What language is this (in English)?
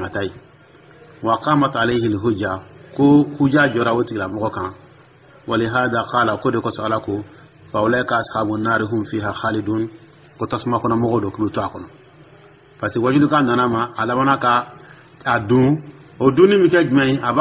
Dyula